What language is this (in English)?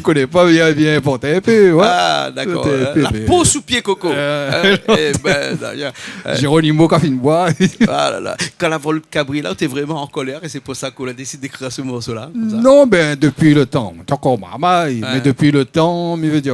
Réunion Creole French